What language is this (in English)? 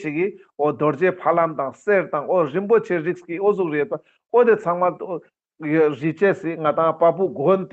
Ladakhi